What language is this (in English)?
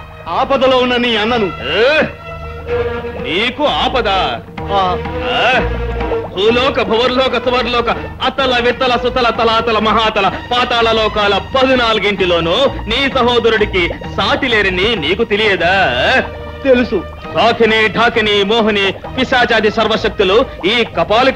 Telugu